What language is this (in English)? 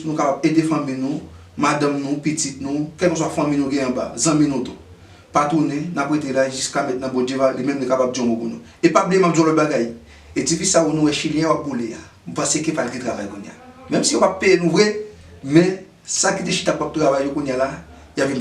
Haitian Creole